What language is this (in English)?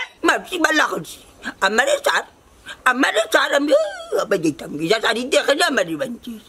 Sylheti